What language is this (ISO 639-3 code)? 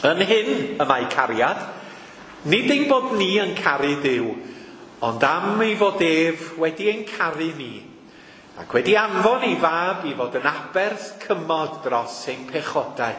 cym